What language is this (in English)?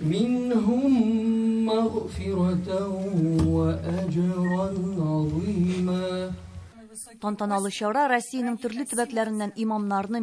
Tatar